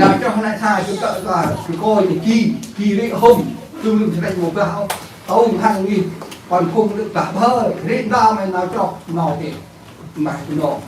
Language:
Central Mnong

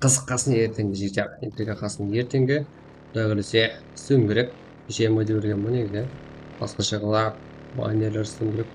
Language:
Kara-Kalpak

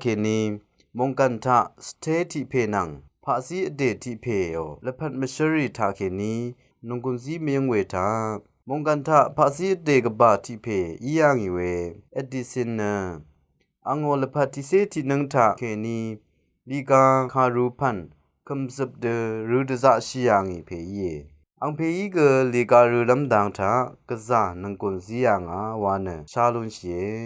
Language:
Rawang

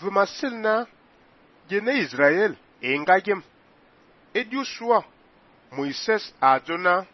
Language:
Fang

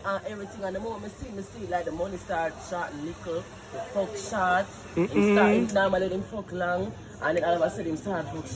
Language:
Jamaican Creole English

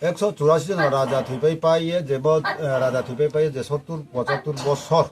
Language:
Riang (India)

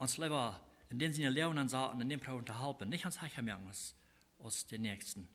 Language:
Plautdietsch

